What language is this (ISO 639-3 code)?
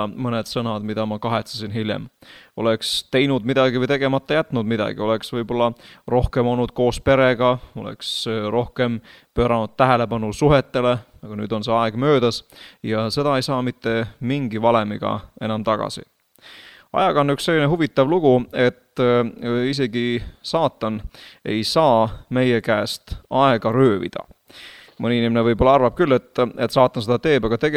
est